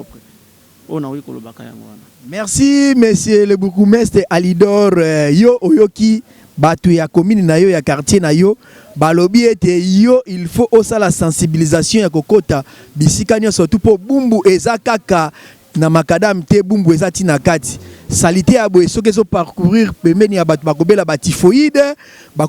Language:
Lingala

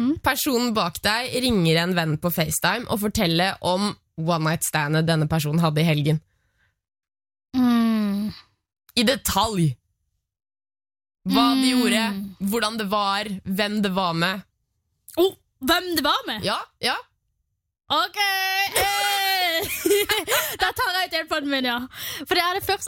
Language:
Norwegian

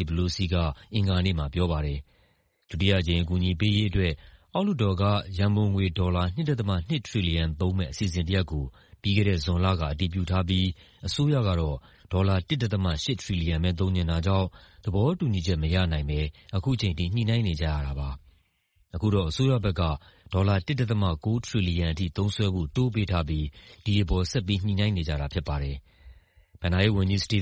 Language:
Burmese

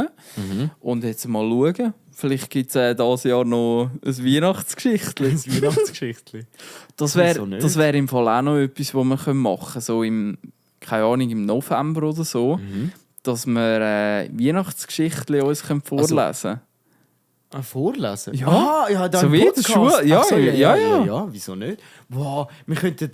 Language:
Swiss German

